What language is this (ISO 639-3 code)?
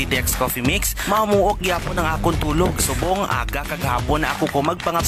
hil